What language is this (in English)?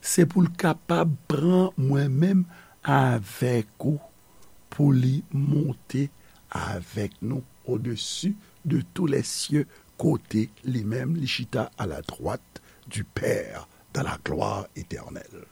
Haitian Creole